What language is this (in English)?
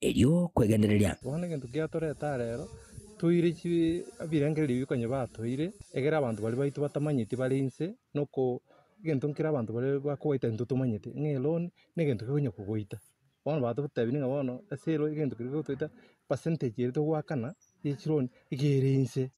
Gusii